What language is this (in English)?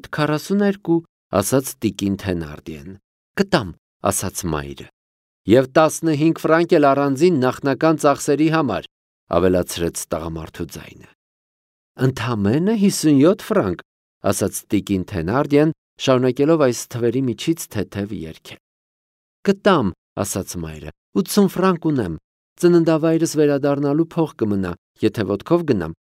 Armenian